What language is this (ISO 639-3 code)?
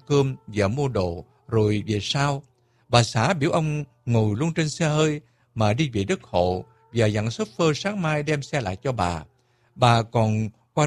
vie